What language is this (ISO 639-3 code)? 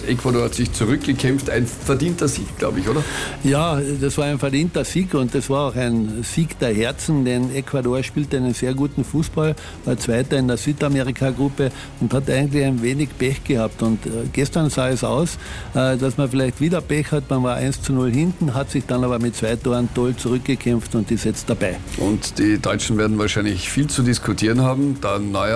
deu